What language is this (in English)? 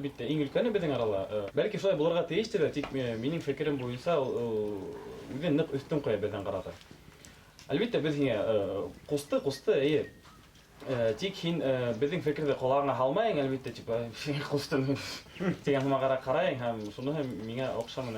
Bashkir